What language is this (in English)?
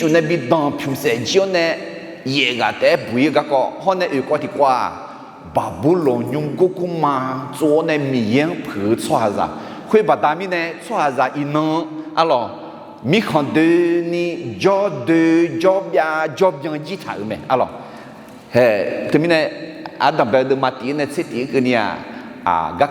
Akha